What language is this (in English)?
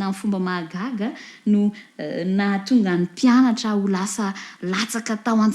Malagasy